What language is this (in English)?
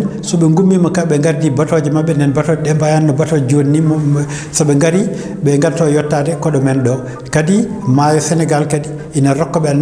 Fula